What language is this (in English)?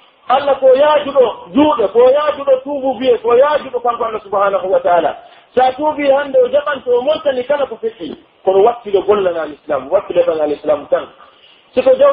Pular